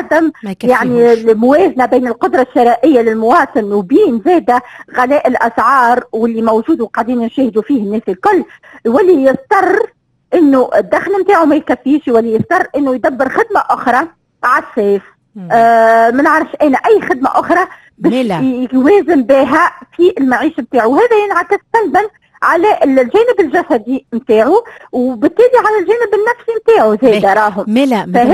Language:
Tunisian Arabic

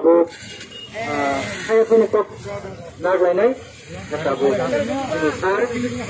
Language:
Kok Borok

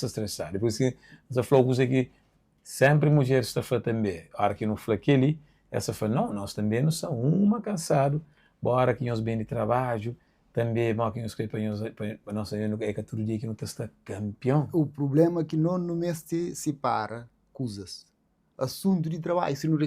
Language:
Kabuverdianu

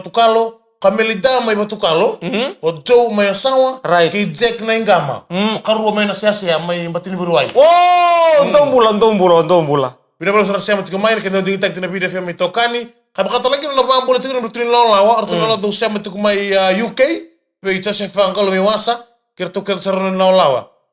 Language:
Fijian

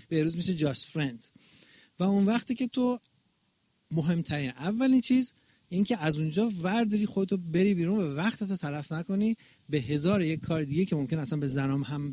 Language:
Persian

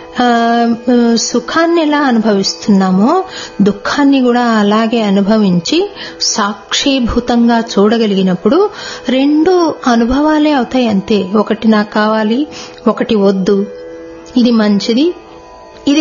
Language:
Telugu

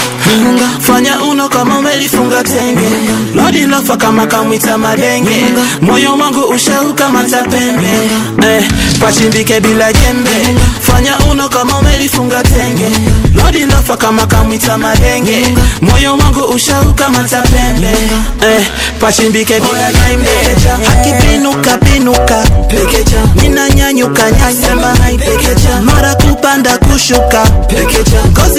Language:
Swahili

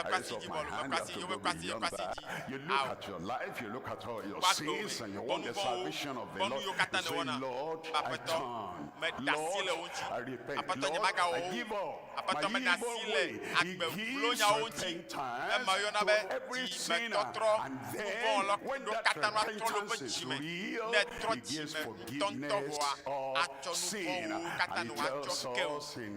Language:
Ewe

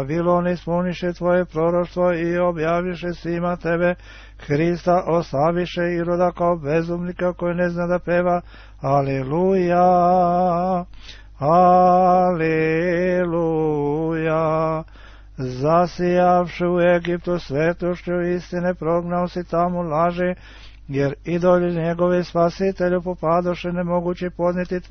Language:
Serbian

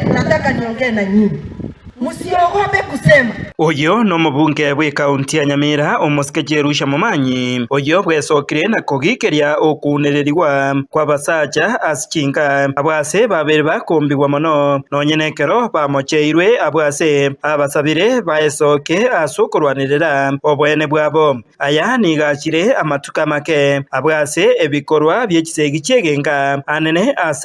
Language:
Gusii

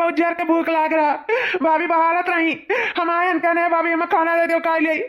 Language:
Awadhi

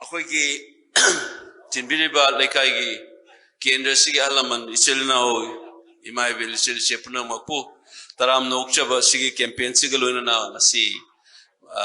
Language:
Manipuri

